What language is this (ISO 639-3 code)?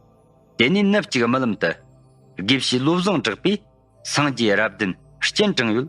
bod